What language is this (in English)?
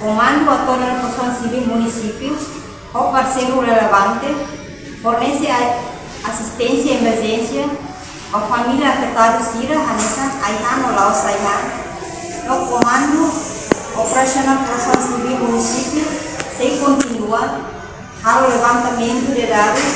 Tetum